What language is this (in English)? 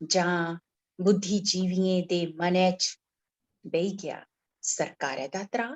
Dogri